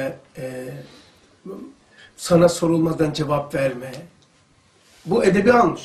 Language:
Turkish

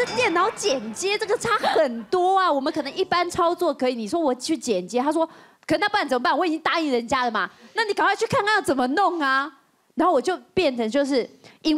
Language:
Chinese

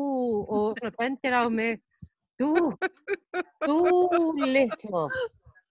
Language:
Icelandic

